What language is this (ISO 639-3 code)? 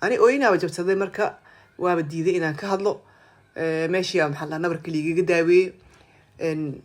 som